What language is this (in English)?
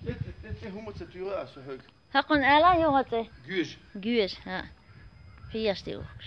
Chechen